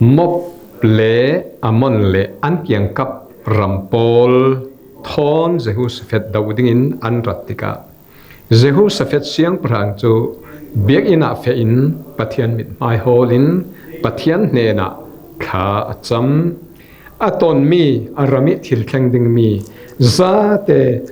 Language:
Falam Chin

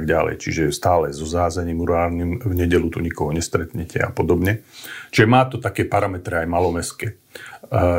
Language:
Slovak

